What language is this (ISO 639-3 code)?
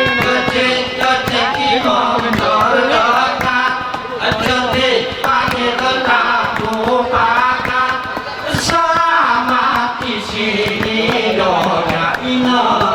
gay